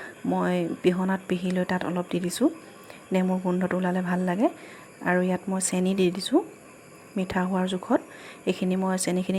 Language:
Assamese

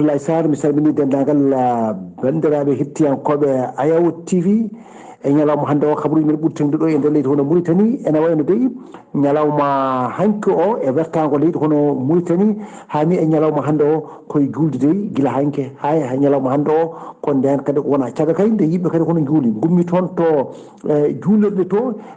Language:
Fula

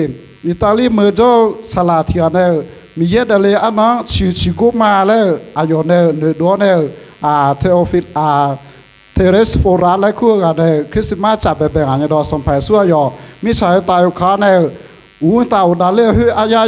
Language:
Akha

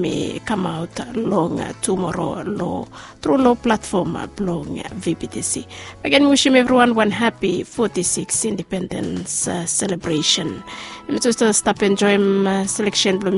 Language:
Bislama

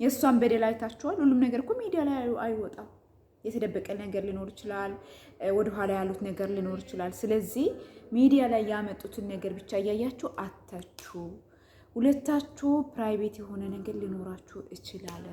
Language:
Amharic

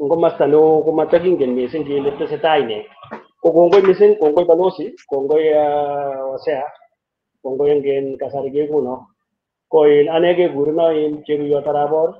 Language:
Kalenjin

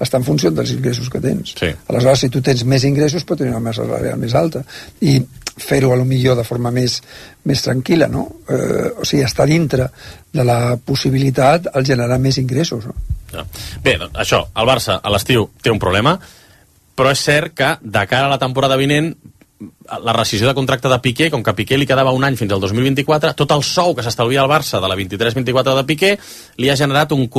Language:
Catalan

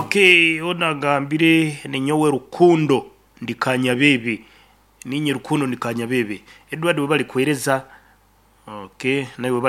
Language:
Nyankole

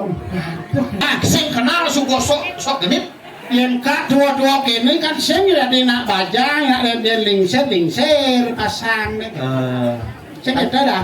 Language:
Balinese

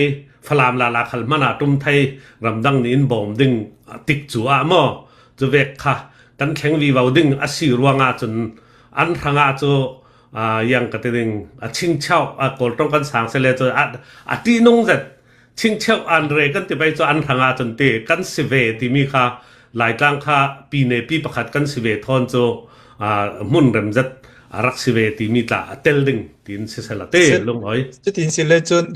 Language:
Hakha Chin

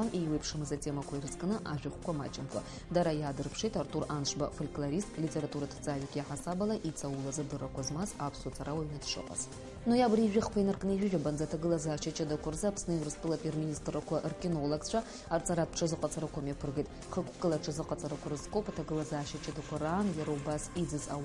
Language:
Abkhazian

